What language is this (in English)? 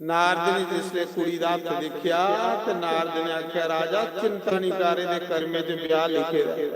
Dogri